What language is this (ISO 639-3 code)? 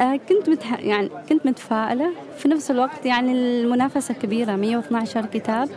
afb